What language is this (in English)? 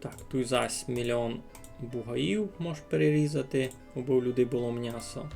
Rusyn